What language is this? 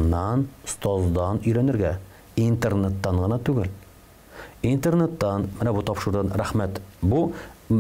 Tatar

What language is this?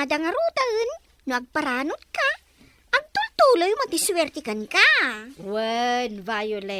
Iloko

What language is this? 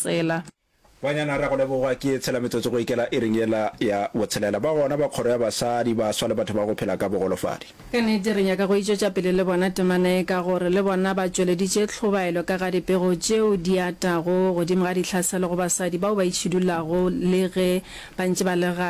Northern Sotho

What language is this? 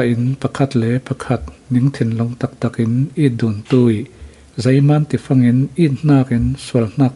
Falam Chin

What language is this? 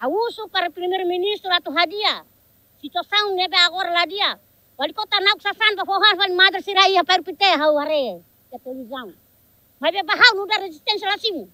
Tetum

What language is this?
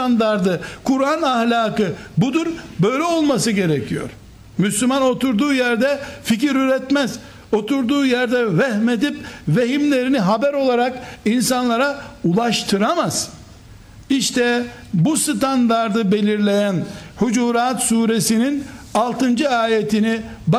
Turkish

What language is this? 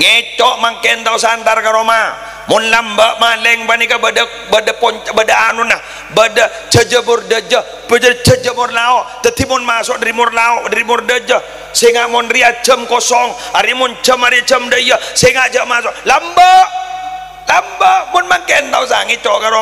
Madurese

